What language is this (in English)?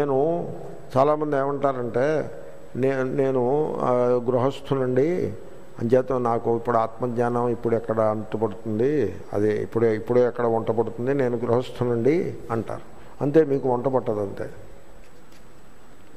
Telugu